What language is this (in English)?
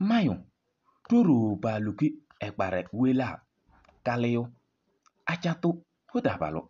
Kabiyè